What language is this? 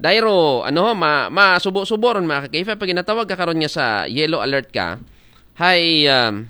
Aklanon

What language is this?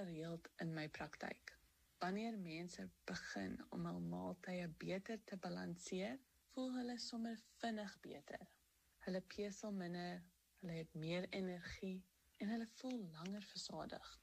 Afrikaans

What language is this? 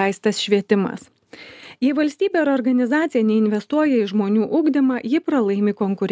Lithuanian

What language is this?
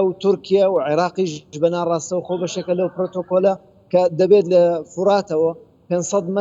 Central Kurdish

